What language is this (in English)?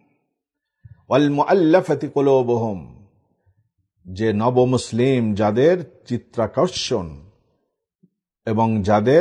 Bangla